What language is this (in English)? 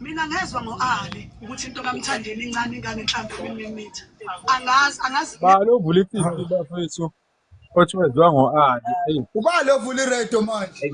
Zulu